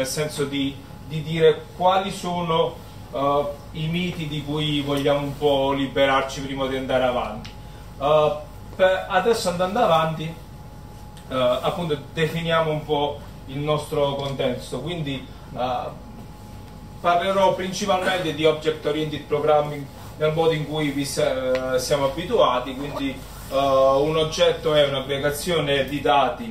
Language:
Italian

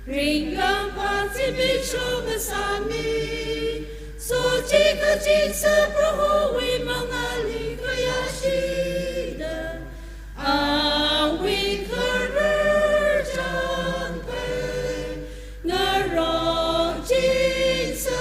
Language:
Tangkhul Naga (India)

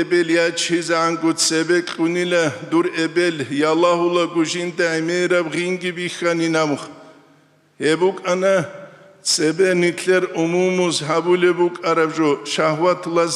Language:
Avaric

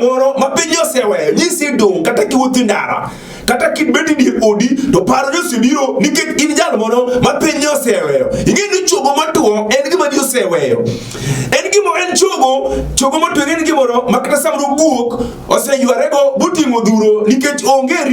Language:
Luo (Kenya and Tanzania)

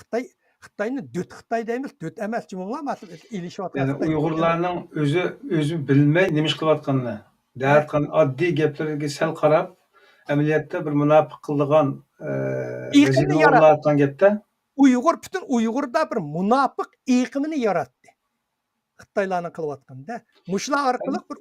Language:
Uyghur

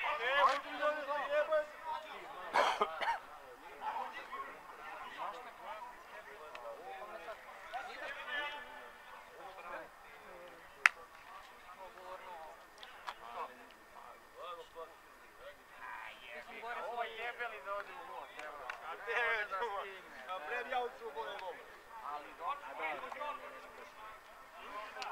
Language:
Serbian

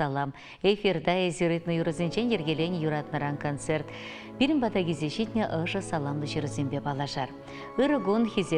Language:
Chuvash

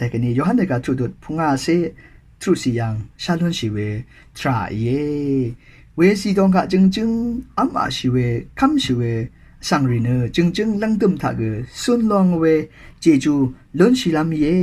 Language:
Rawang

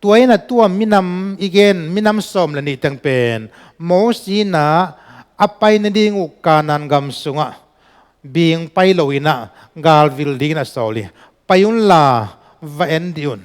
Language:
Tedim Chin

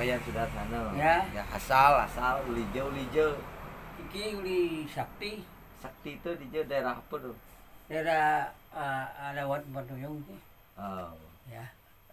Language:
Balinese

